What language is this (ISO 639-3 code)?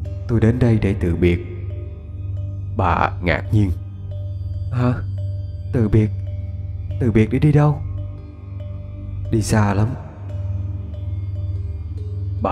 vie